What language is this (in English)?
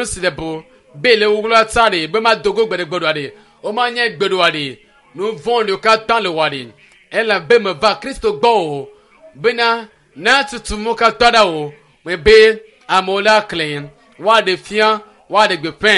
Ewe